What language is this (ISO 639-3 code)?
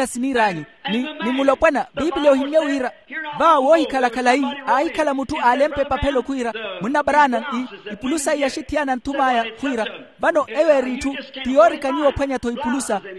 vmw